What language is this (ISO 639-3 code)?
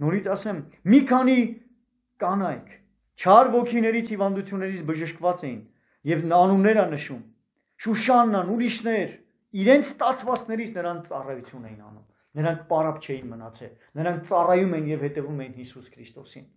hye